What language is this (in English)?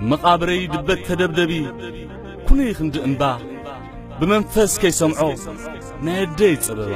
Tigrinya